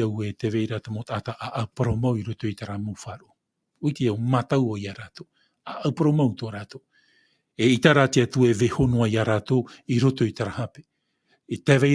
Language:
Tahitian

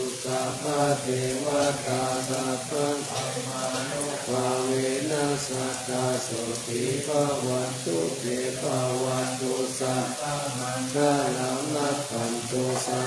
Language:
Pali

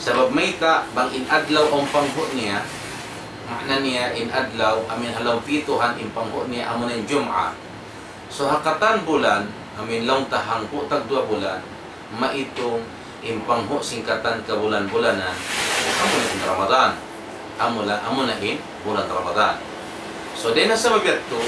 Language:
Tausug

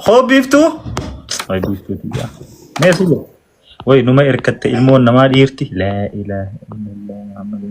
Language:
Oromo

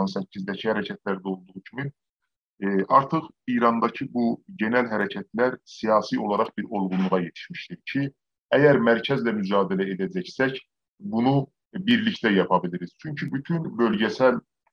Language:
South Azerbaijani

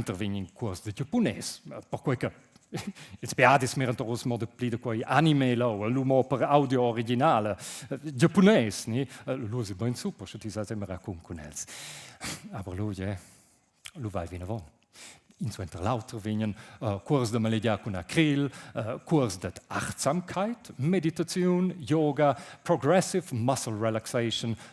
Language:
Romansh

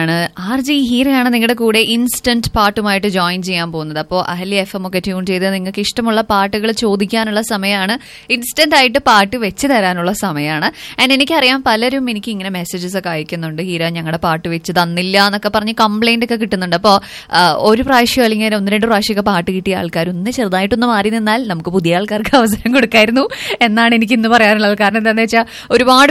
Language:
Malayalam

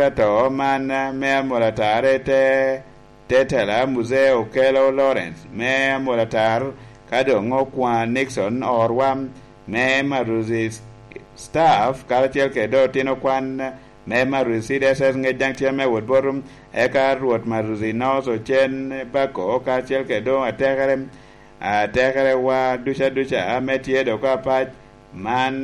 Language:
Lango (Uganda)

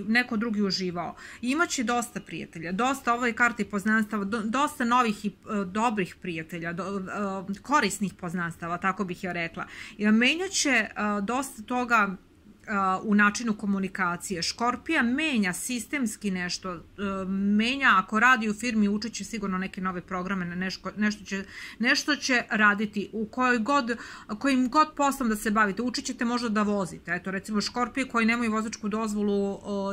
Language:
Serbian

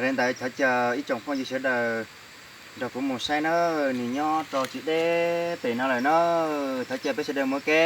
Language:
Hmong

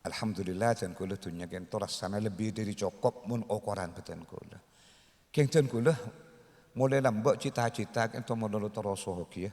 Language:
Madurese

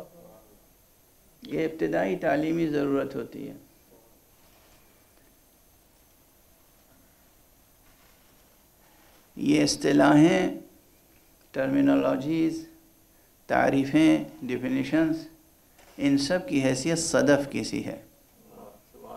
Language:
Urdu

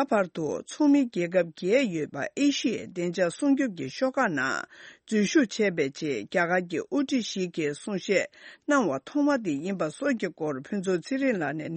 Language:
Tibetan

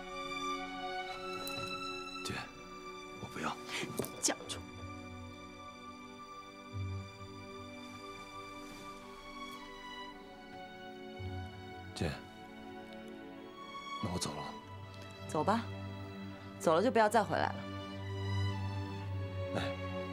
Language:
Chinese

